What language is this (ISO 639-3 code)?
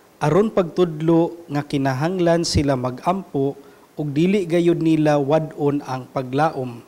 ceb